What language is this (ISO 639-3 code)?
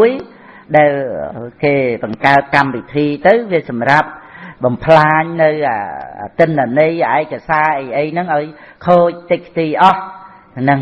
khm